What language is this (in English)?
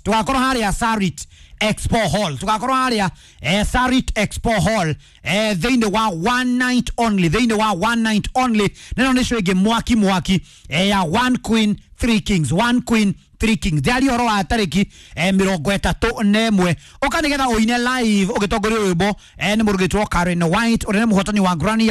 Kikuyu